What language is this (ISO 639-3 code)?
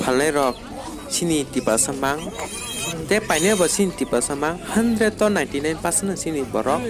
trp